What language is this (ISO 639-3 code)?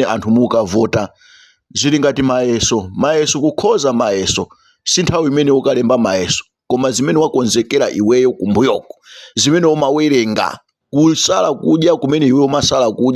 nya